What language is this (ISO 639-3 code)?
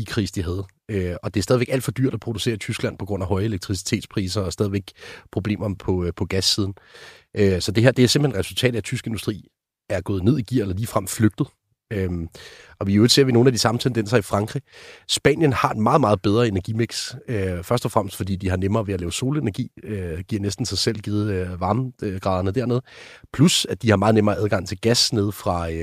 dan